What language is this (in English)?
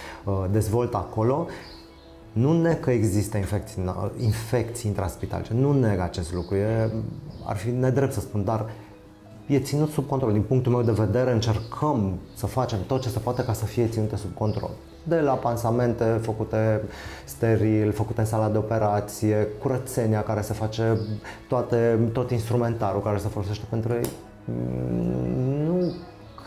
Romanian